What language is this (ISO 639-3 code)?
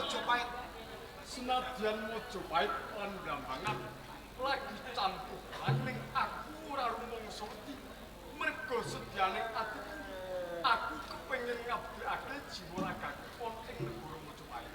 jav